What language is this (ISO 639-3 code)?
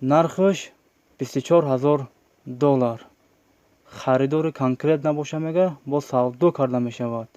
tgk